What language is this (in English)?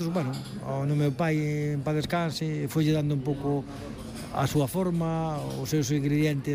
Galician